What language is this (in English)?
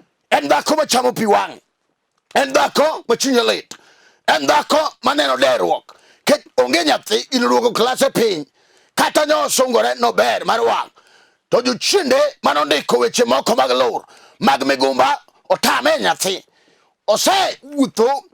Luo (Kenya and Tanzania)